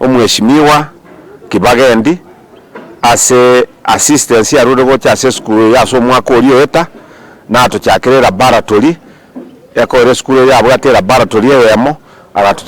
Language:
Gusii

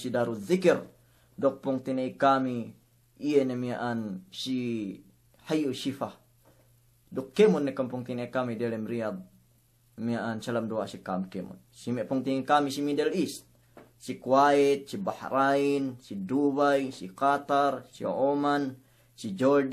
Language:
Yakan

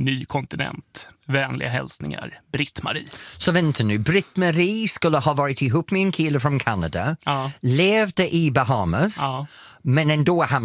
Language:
Swedish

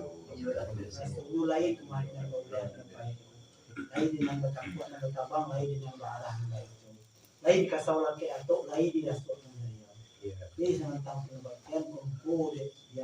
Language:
Minangkabau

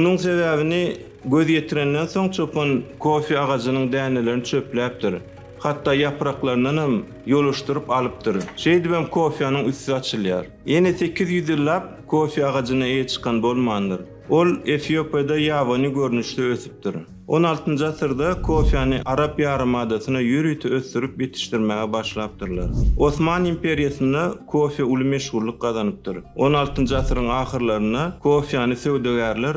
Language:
Turkmen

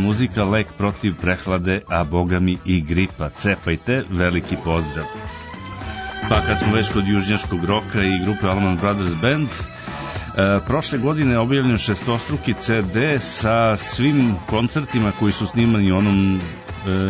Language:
Serbian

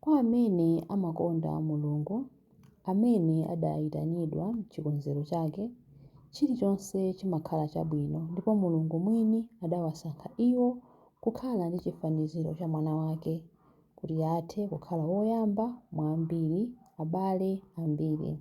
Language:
Nyanja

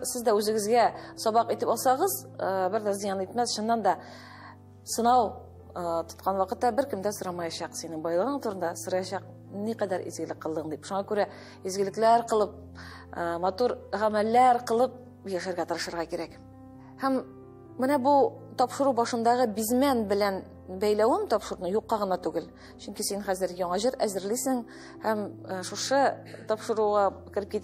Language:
Tatar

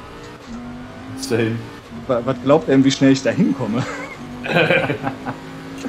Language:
German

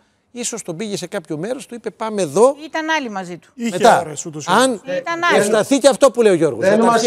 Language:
Greek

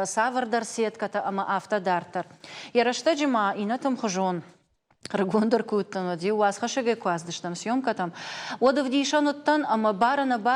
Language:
Ossetic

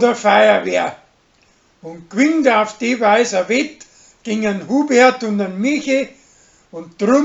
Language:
Bavarian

